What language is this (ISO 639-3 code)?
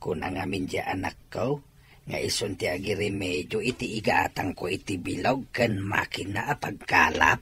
ilo